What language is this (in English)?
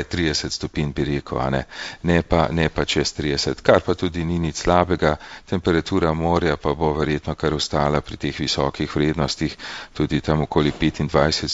Slovenian